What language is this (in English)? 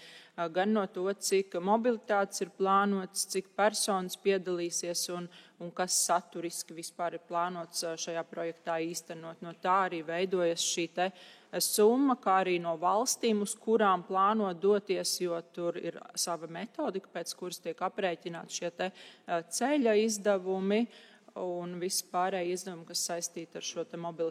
Latvian